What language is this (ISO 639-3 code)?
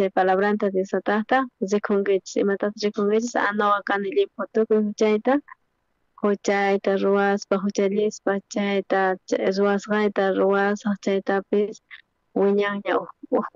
quh